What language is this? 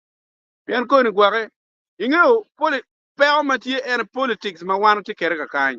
Acoli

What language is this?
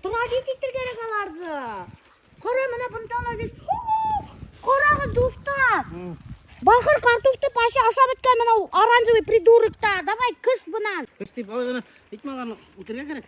Bashkir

